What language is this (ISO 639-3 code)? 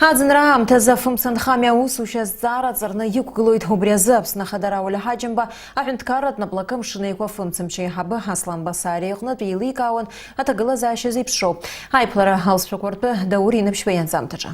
abk